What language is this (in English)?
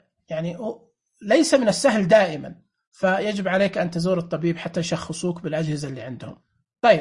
Najdi Arabic